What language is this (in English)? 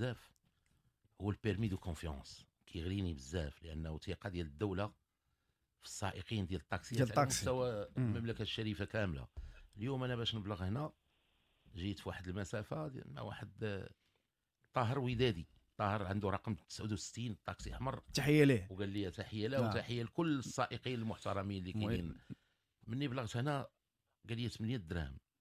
Moroccan Arabic